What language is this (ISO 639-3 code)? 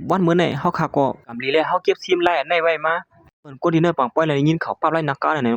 shn